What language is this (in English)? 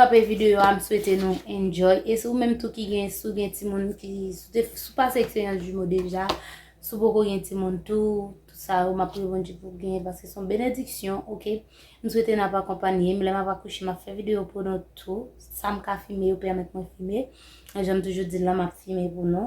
Haitian Creole